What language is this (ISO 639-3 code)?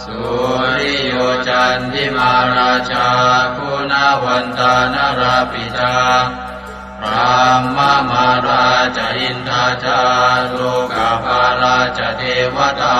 pli